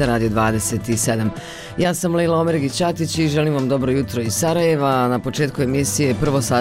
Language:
Bosnian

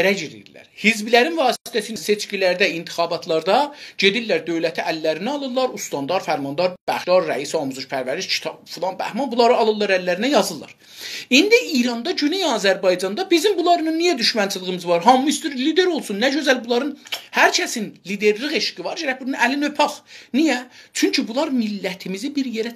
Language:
South Azerbaijani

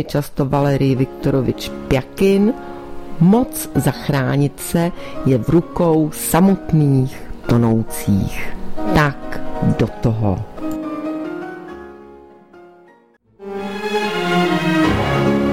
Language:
Czech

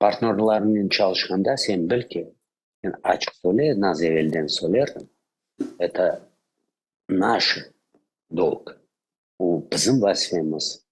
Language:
Crimean Tatar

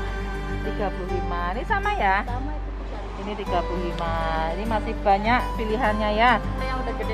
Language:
Indonesian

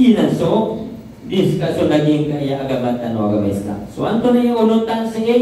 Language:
Maranao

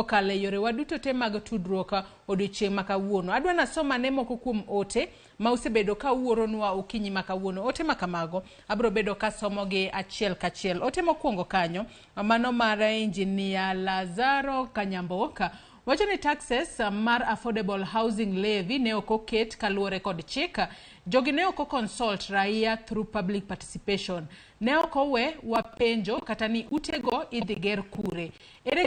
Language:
Luo (Kenya and Tanzania)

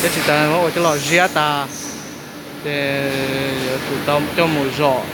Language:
Hmong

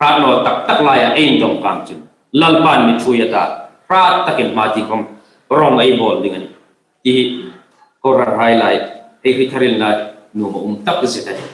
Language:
Hmar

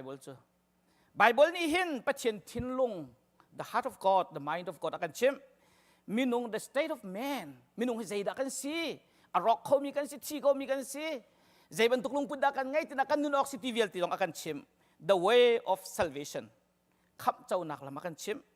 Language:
Hakha Chin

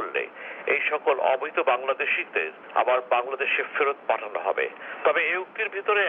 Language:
Bangla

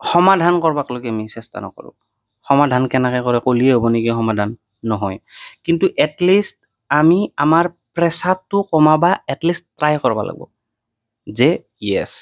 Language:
Assamese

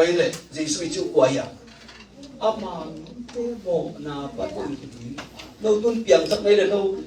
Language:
Tedim Chin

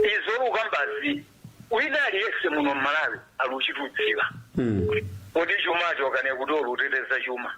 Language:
Nyanja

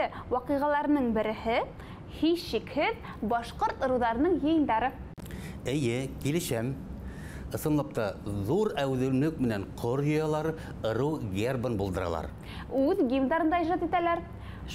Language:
Bashkir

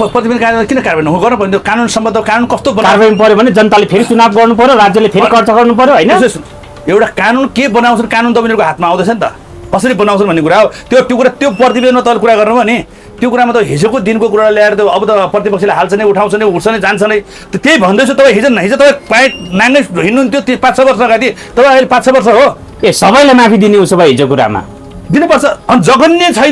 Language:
Nepali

